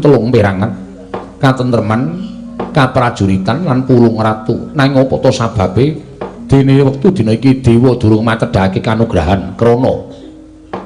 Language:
Javanese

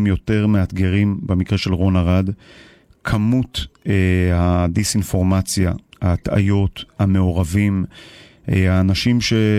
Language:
Hebrew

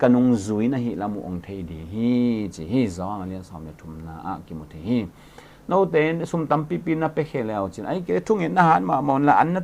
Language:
Tedim Chin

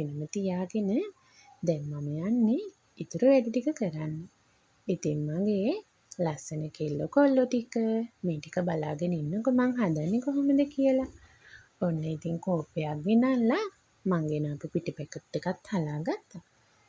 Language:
Sinhala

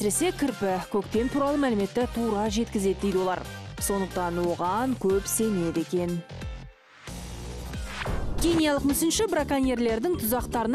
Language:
Kazakh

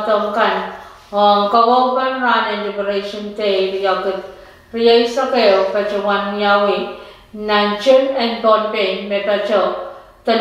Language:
Pohnpeian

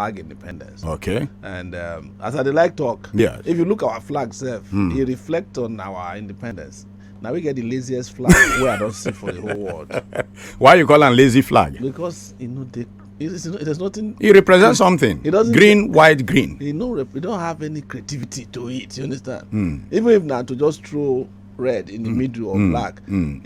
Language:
Nigerian Pidgin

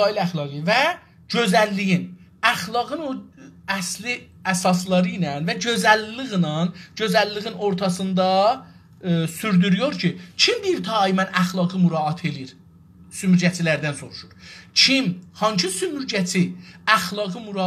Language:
South Azerbaijani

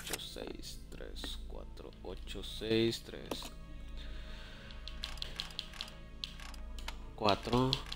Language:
Spanish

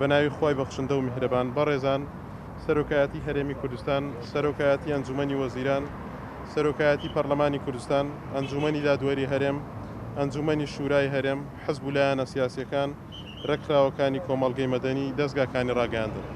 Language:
Central Kurdish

